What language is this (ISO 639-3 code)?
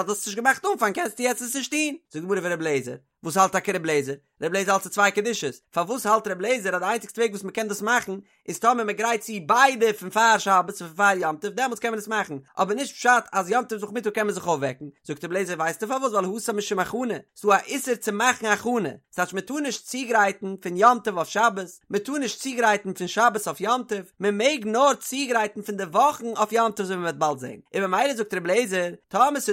yid